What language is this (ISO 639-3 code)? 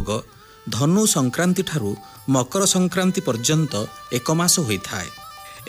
ori